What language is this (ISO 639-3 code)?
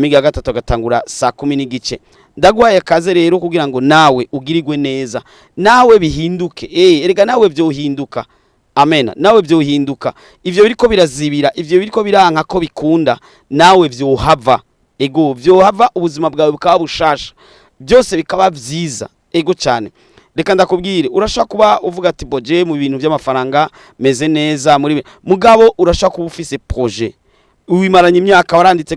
run